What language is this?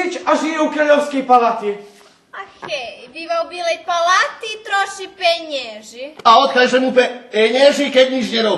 Rusyn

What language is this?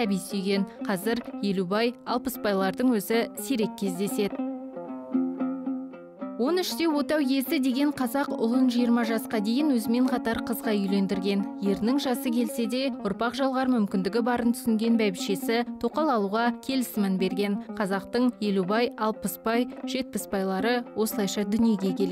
Kazakh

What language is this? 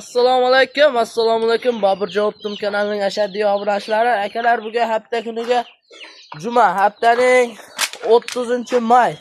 Uzbek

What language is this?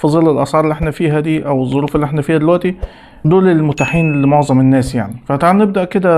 Egyptian Arabic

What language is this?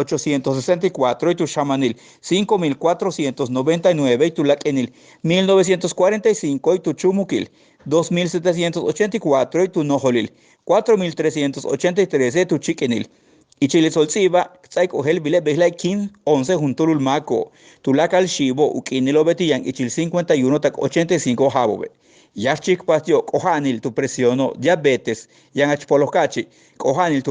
Yucateco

